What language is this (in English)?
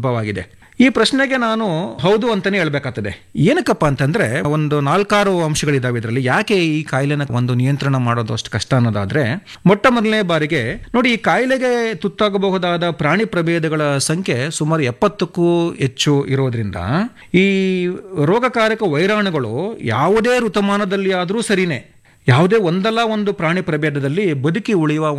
Kannada